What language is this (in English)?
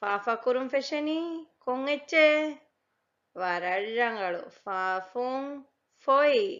Divehi